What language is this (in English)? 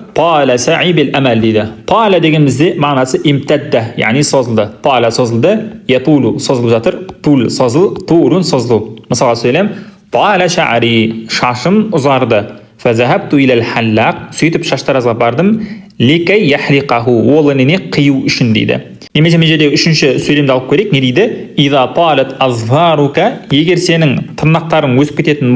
Kazakh